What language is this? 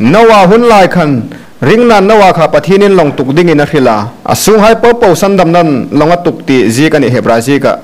Hmar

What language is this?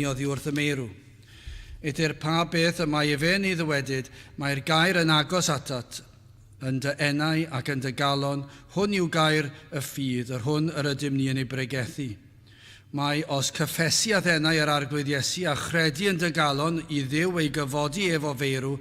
Welsh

